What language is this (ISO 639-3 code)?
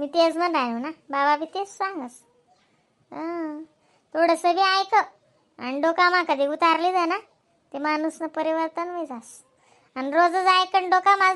khn